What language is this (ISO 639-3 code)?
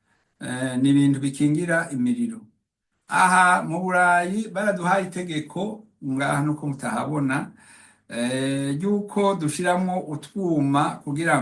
run